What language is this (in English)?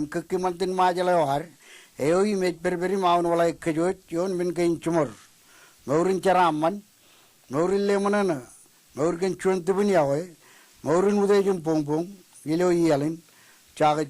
Marshallese